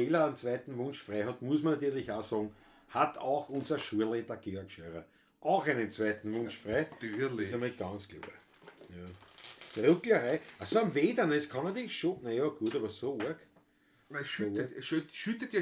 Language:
Bavarian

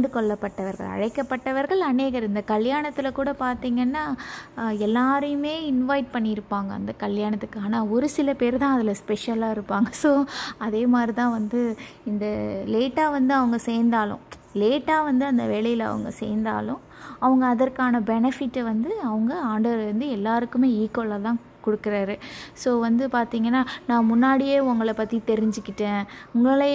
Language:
Tamil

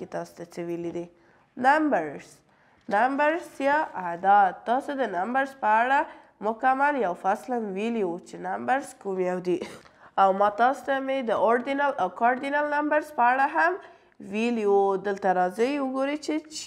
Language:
Pashto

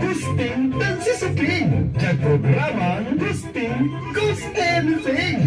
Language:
Pangasinan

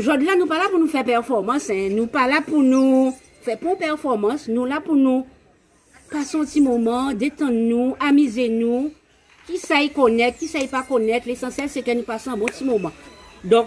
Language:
Guadeloupean Creole French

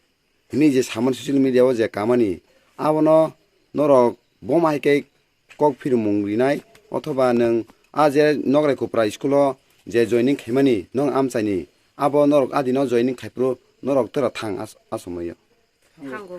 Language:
Kok Borok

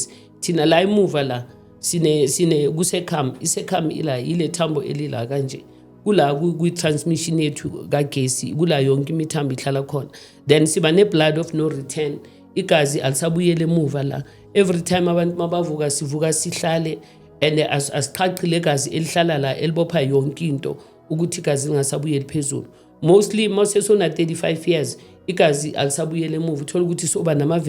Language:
Zulu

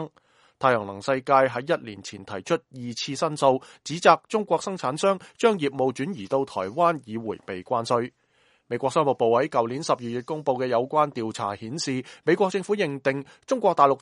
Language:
Cantonese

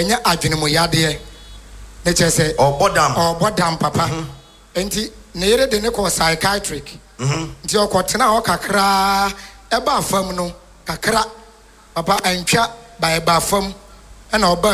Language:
Akan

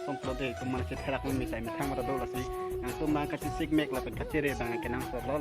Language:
Karbi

